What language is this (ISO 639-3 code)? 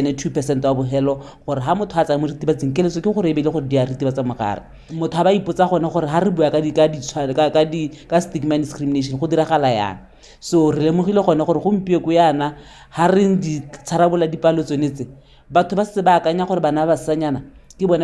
tsn